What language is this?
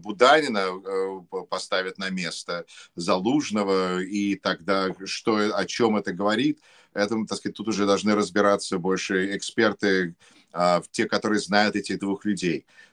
Russian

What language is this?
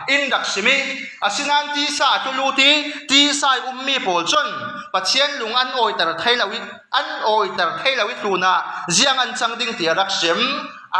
Falam Chin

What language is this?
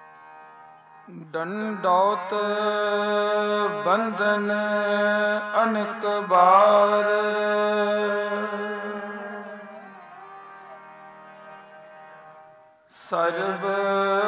Punjabi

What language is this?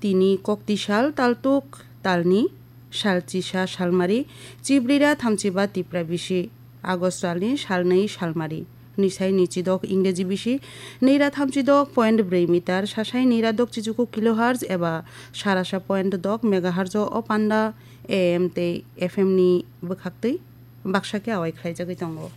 Kok Borok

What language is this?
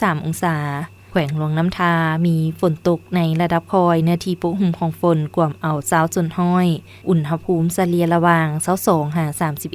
Lao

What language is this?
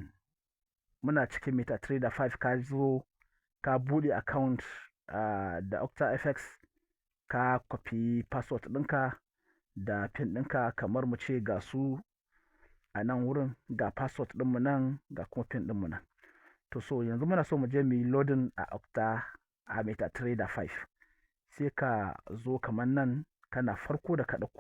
Hausa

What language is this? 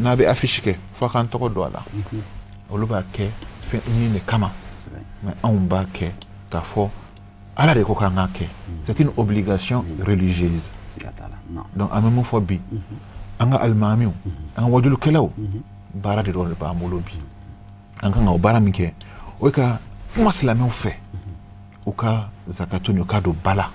Bambara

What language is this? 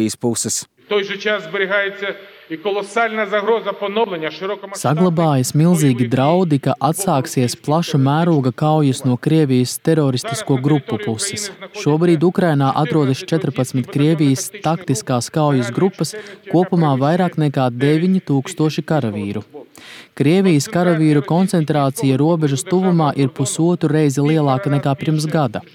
Latvian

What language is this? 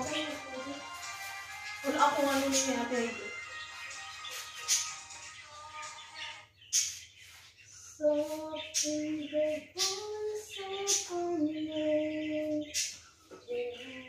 Filipino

